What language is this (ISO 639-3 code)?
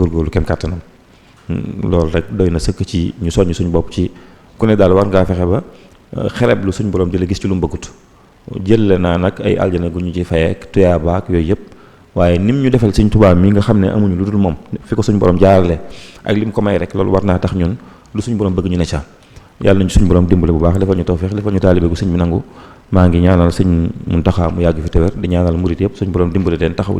wol